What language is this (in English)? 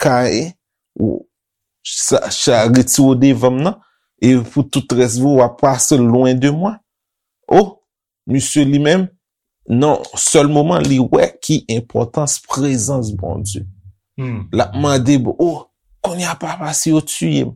Haitian Creole